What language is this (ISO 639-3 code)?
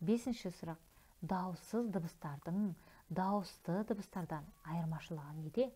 kaz